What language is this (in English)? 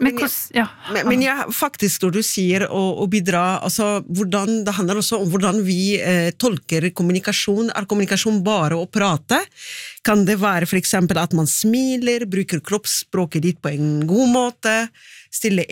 Norwegian